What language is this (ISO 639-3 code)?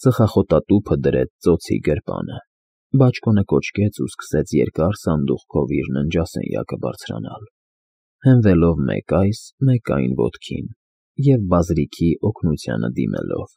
hye